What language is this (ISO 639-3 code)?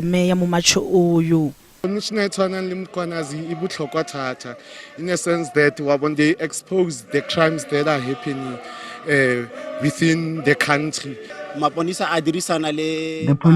ven